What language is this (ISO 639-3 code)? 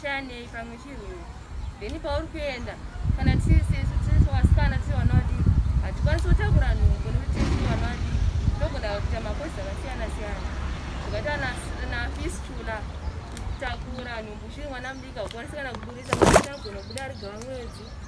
sna